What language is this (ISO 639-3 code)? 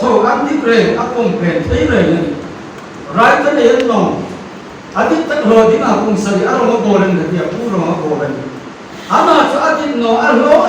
hmr